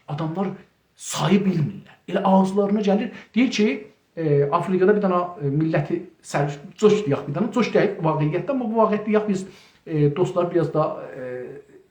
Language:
South Azerbaijani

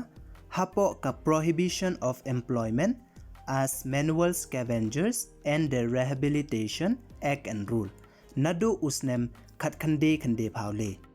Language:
Pnar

